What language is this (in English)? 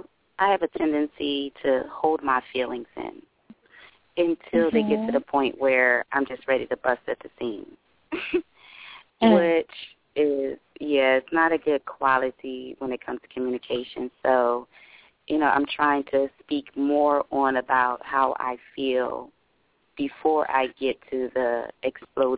English